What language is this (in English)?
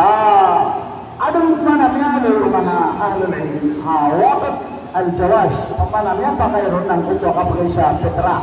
Maranao